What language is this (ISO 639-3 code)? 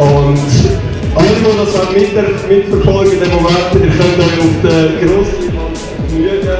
gsw